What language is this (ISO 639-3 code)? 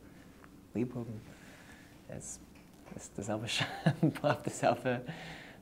yid